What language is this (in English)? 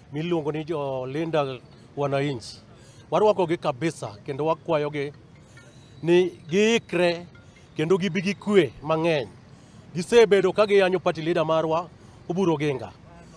Luo (Kenya and Tanzania)